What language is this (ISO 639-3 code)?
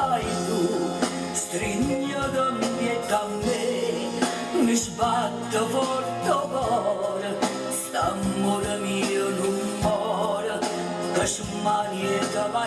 nap